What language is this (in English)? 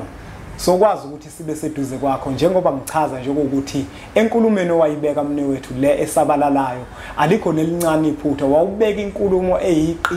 Zulu